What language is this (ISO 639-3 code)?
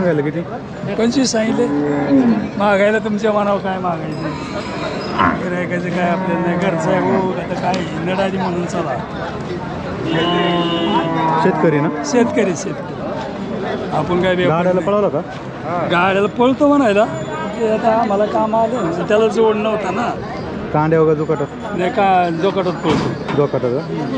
mar